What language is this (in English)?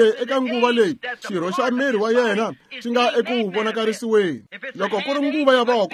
Tsonga